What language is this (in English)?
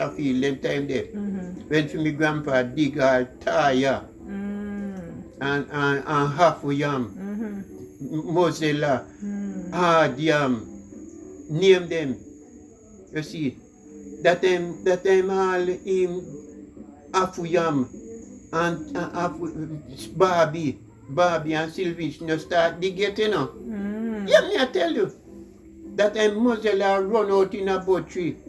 Jamaican Creole English